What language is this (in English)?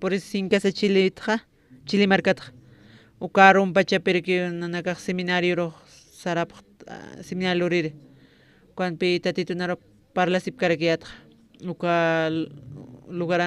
Aymara